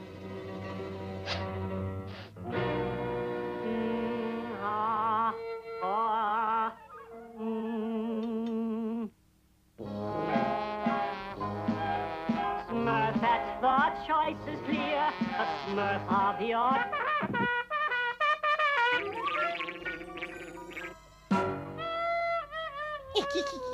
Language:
Turkish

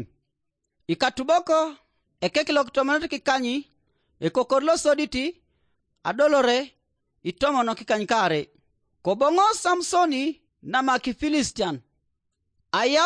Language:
Teso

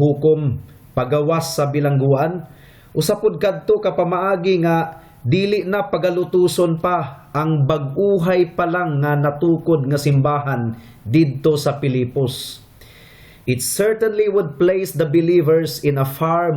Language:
Cebuano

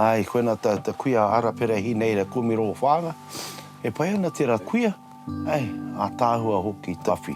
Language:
Māori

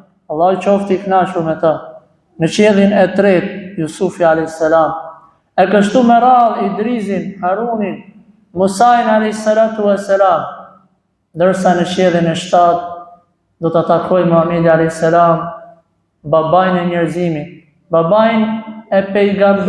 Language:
Albanian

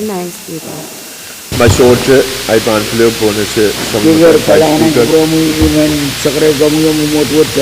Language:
Pohnpeian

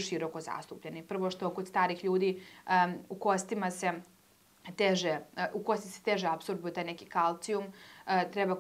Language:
Serbian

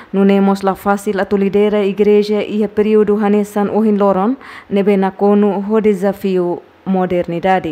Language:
Tetum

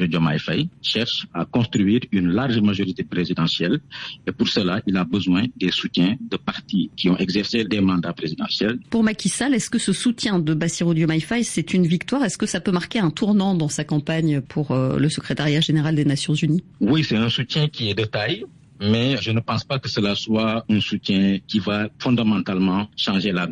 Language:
French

